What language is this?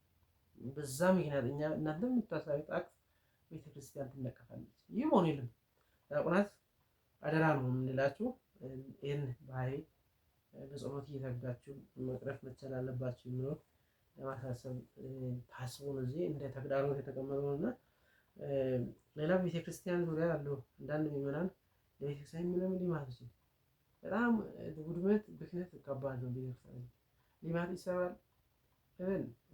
Amharic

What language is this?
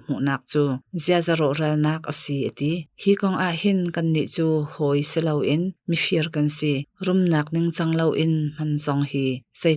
Hakha Chin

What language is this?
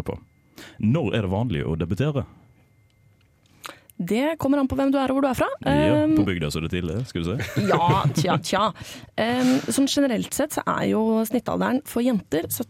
Norwegian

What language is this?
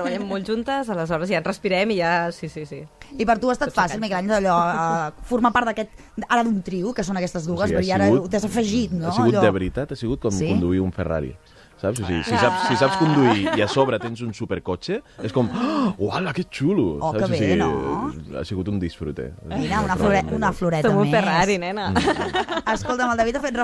Catalan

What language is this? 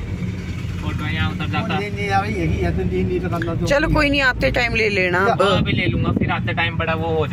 Hindi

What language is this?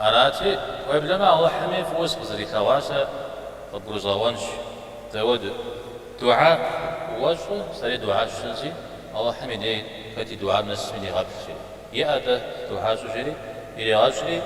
Kabardian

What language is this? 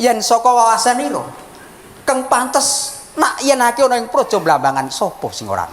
Javanese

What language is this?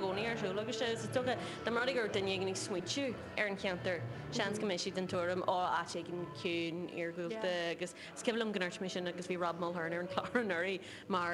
Irish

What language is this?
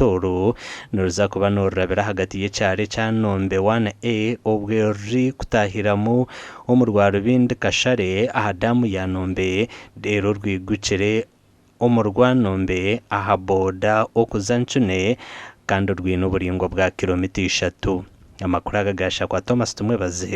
Nyankole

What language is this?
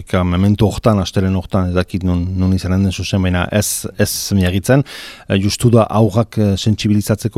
Basque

